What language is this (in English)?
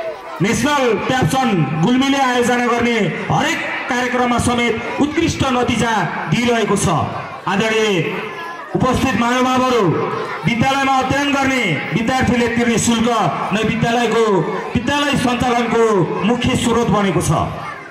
Nepali